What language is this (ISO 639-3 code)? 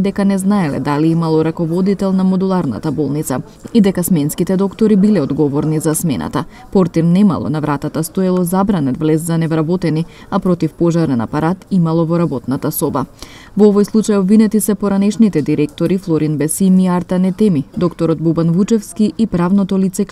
mkd